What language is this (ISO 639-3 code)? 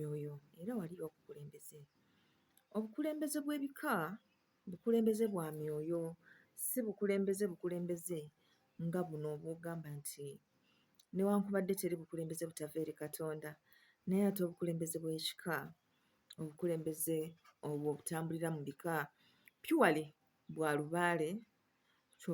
lug